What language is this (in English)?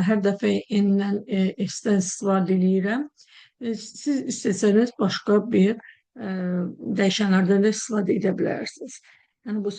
Azerbaijani